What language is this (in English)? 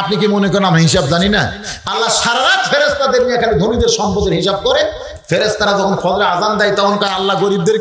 Bangla